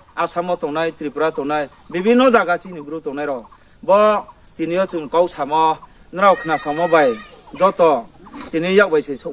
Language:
Riang (India)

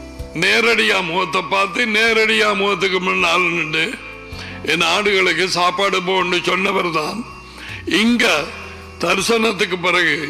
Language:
Tamil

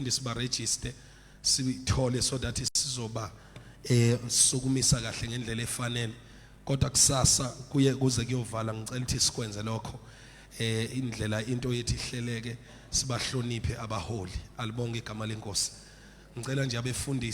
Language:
Zulu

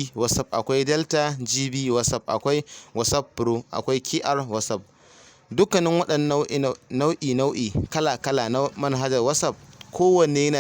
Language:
Hausa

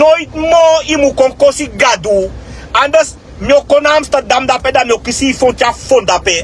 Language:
Sranan Tongo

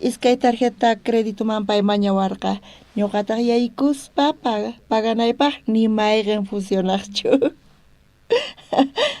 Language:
South Bolivian Quechua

